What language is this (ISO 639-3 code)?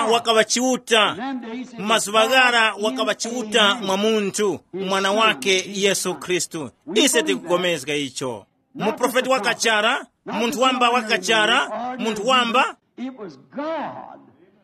tum